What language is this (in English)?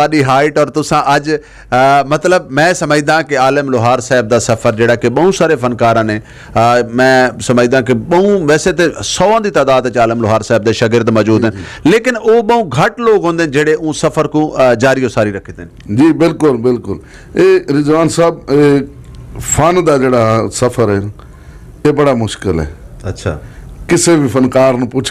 Western Panjabi